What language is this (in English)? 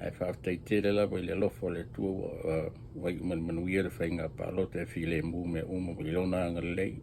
Samoan